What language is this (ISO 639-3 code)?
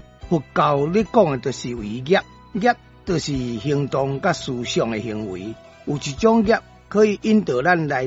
nan